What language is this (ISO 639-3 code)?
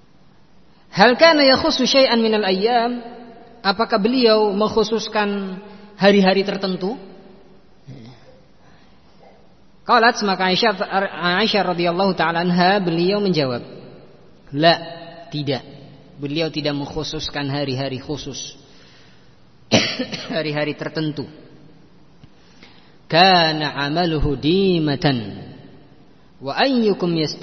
ind